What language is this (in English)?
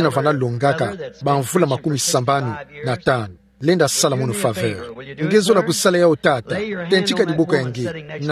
Kituba (Democratic Republic of Congo)